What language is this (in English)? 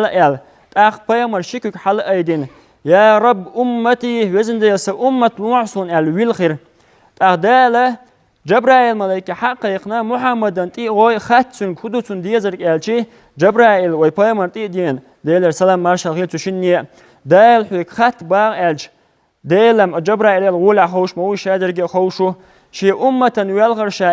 Chechen